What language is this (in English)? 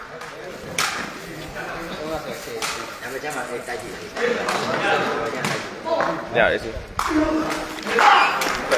Burmese